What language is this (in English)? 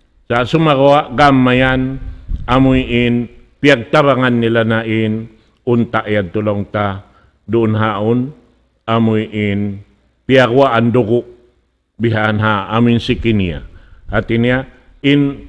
Tausug